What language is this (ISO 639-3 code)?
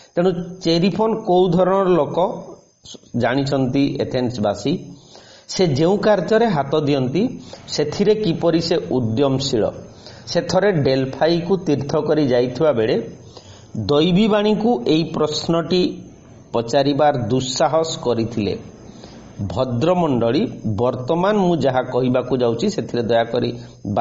ori